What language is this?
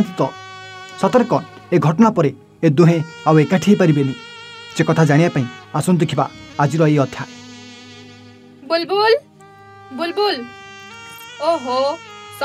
Odia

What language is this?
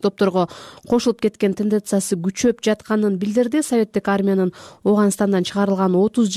Kyrgyz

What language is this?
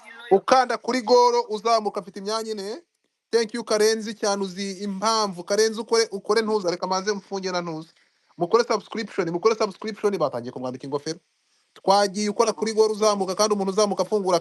Kinyarwanda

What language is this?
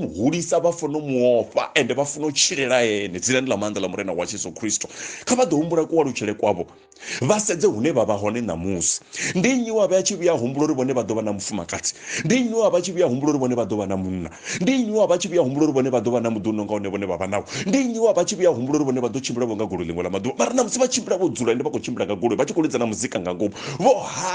Venda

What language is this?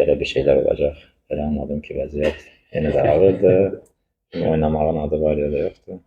Azerbaijani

